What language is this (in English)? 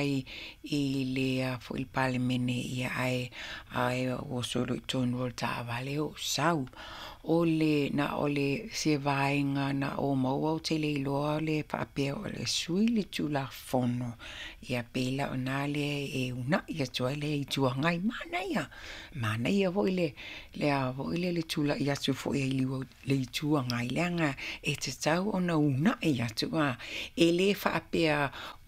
Samoan